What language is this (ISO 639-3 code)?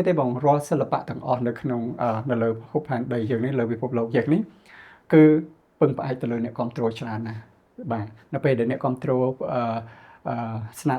khm